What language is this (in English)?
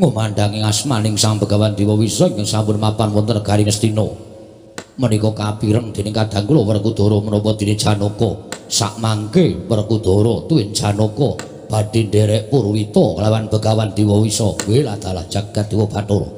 Javanese